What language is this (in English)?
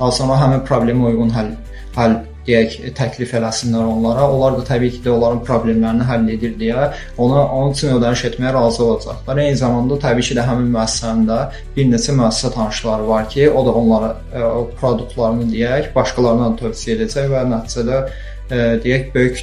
Azerbaijani